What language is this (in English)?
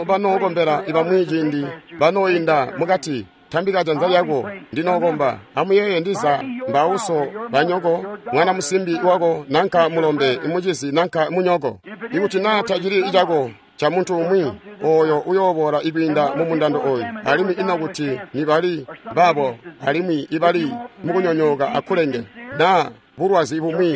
Tonga (Zambia)